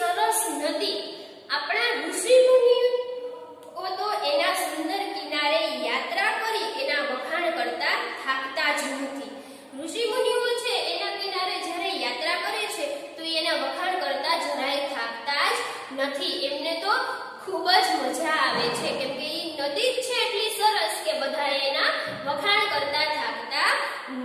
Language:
Gujarati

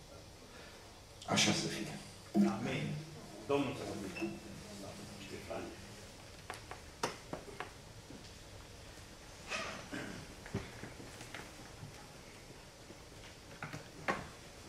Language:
Romanian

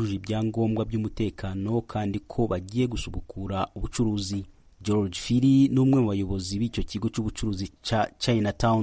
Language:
Rundi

